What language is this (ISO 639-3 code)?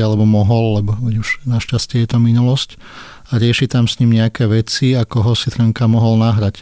slk